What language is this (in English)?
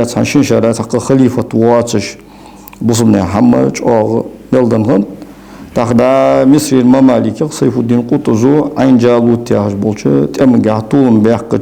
Ingush